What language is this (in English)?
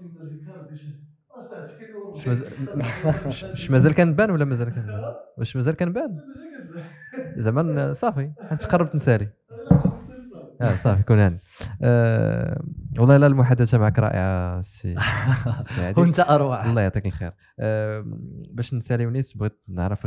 Moroccan Arabic